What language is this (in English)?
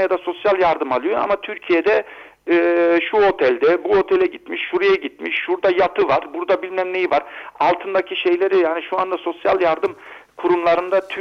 Turkish